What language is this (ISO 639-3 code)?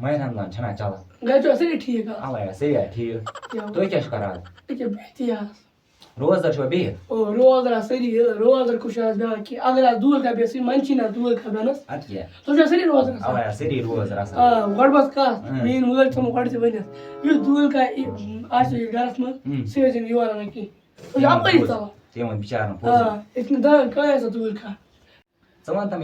kas